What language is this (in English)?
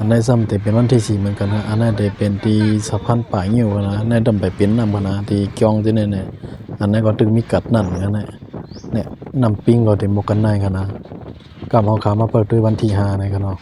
Shan